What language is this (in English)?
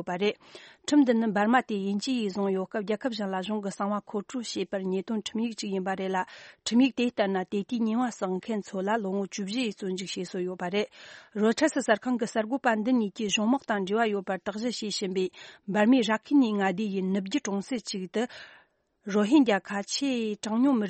Tibetan